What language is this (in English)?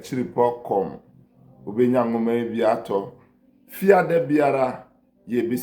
Akan